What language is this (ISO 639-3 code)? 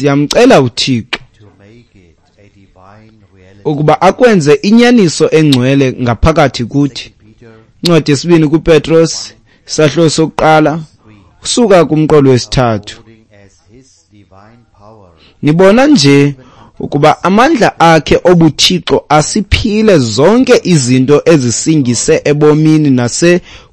xho